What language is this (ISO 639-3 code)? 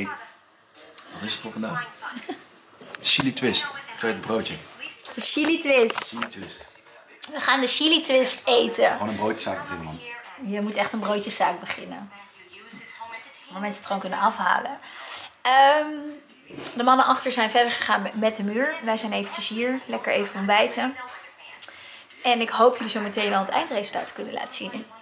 nld